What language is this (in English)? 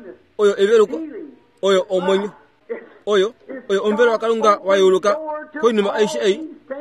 Kuanyama